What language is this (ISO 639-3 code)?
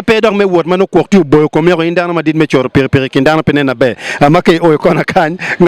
ach